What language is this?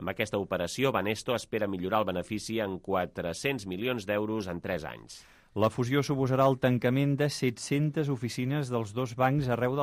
Catalan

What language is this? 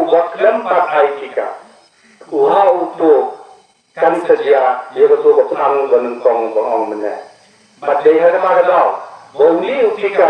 Khasi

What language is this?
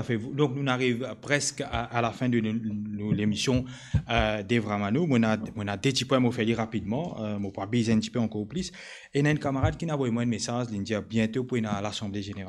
Morisyen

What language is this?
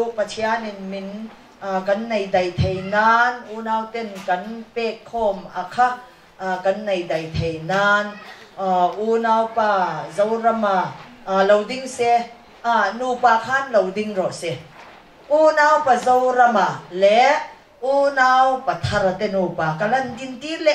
Mizo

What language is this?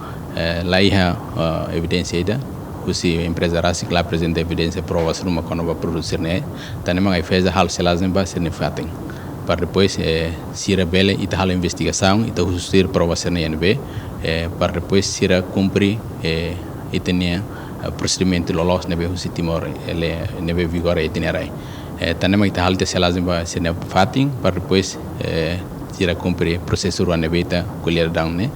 Tetum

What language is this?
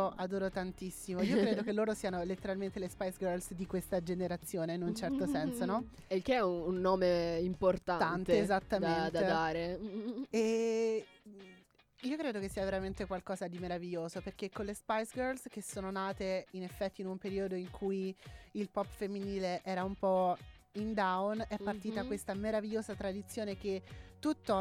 Italian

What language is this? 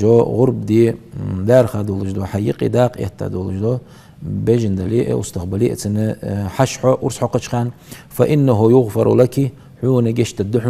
Ingush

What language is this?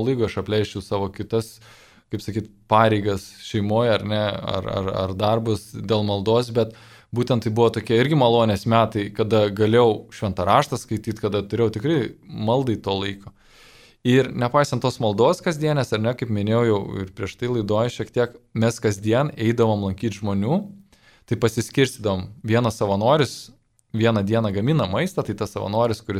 Lithuanian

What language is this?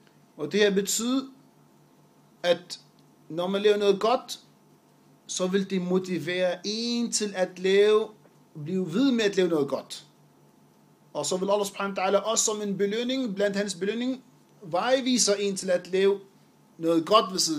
Danish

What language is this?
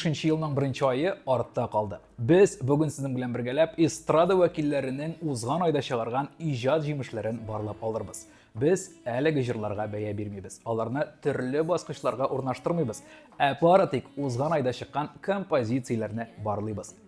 Tatar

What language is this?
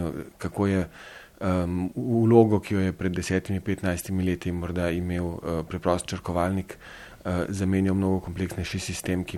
Slovenian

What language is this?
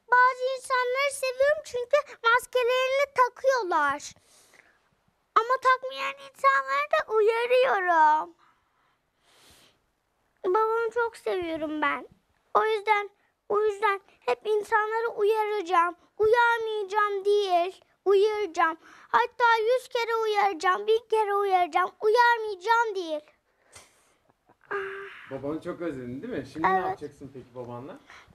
Turkish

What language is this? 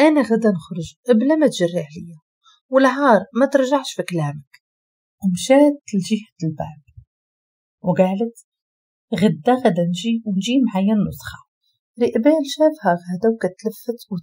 Moroccan Arabic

